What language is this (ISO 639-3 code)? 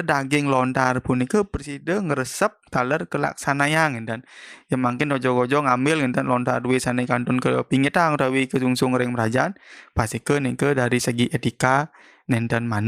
ban